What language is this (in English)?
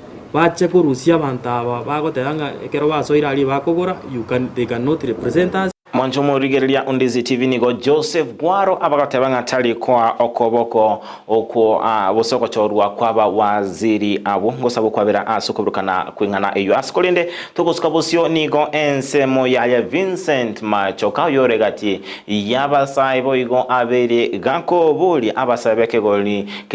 Gusii